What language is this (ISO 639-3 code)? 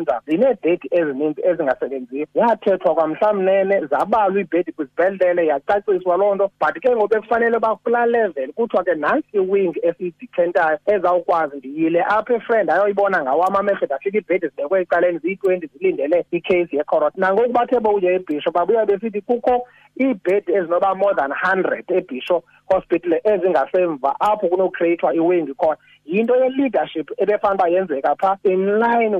xho